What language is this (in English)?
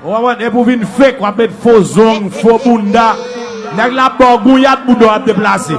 Haitian Creole